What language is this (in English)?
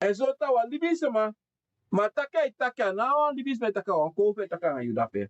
Sranan Tongo